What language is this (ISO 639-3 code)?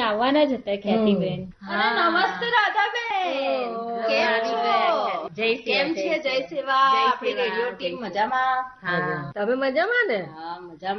guj